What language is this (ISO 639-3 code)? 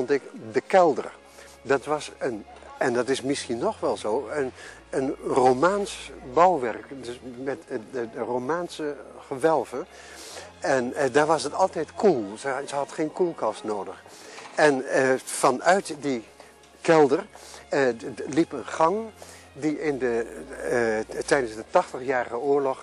nld